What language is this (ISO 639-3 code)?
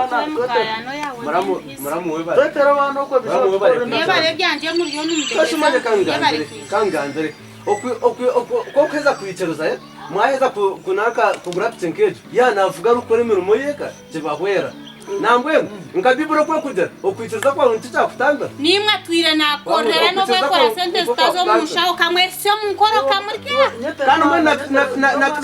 nyn